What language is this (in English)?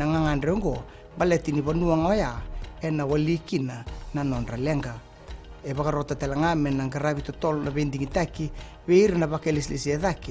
Fijian